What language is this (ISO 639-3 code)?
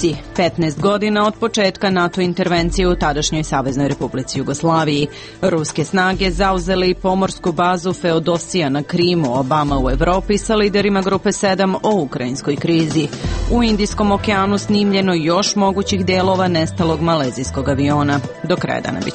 srp